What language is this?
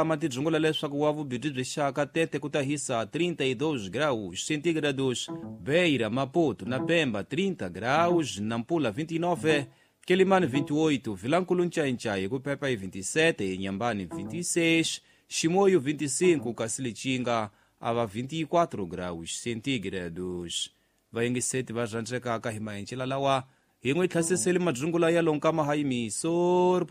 Tsonga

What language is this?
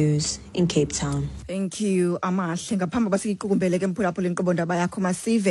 Xhosa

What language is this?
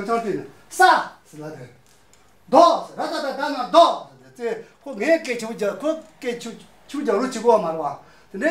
Tibetan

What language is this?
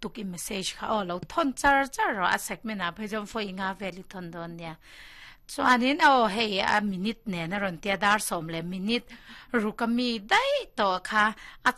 Mizo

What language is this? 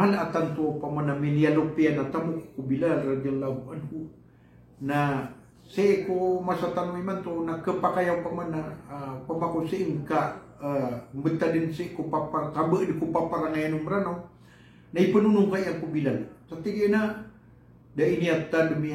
Maranao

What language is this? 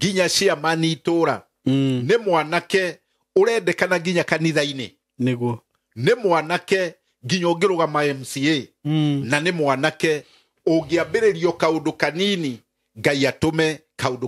Kikuyu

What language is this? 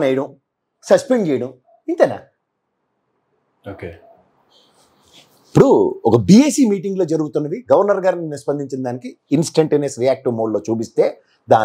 Telugu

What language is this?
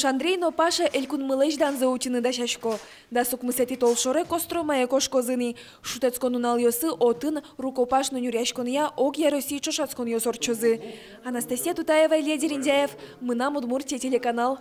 Udmurt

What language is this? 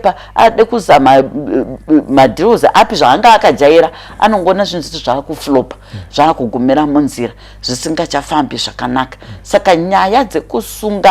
Shona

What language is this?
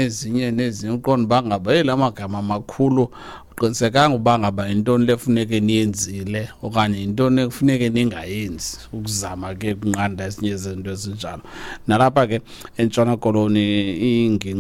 Xhosa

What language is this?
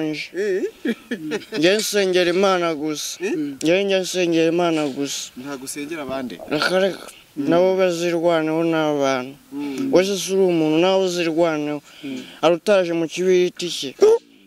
Kinyarwanda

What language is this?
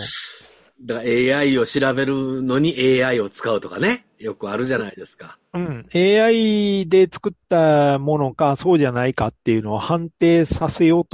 Japanese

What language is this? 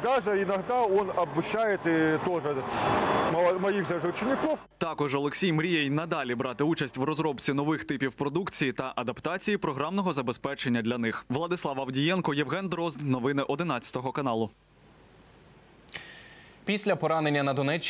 Ukrainian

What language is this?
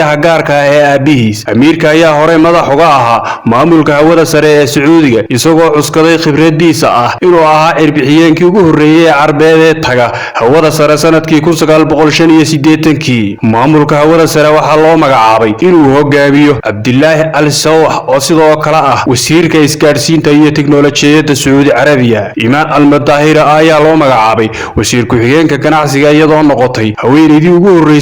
Somali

